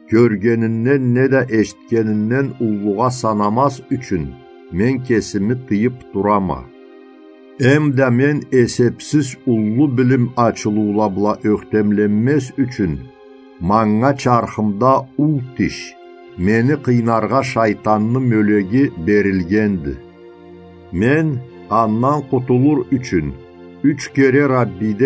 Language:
Karachay-Balkar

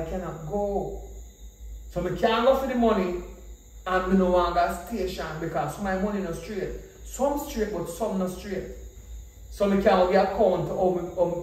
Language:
Jamaican Creole English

